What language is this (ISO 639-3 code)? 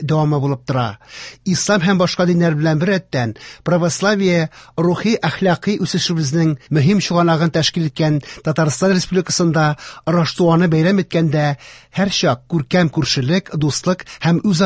tat